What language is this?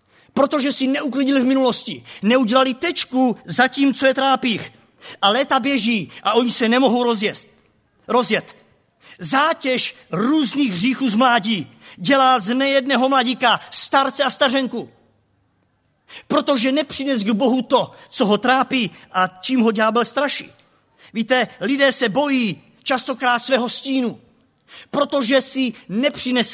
Czech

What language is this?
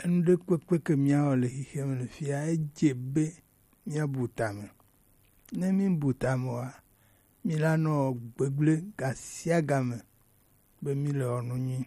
Gen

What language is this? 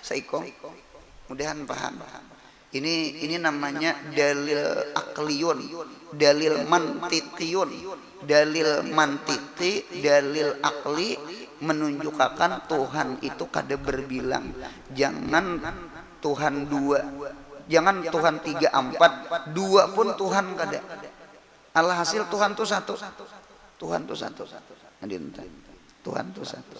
Banjar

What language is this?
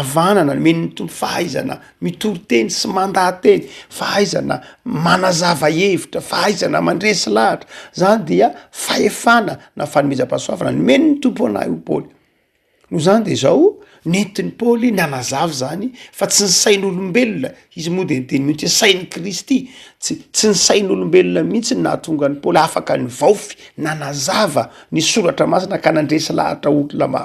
Malagasy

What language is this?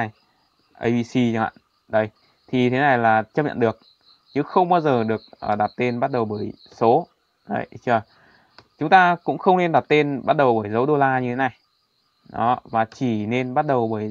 Vietnamese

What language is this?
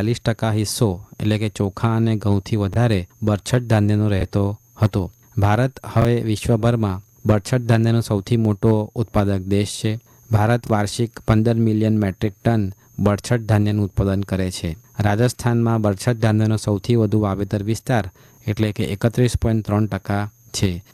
Gujarati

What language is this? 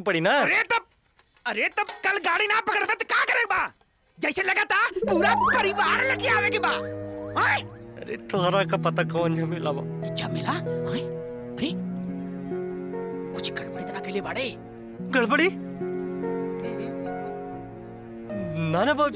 Bhojpuri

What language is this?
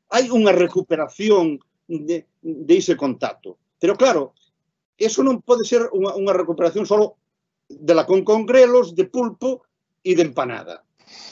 Galician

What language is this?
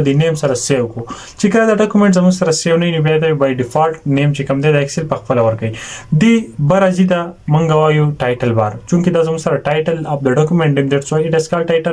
Pashto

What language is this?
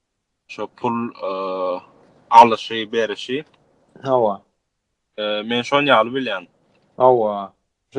Turkmen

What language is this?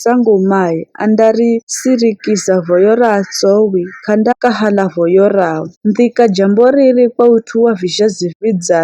Giryama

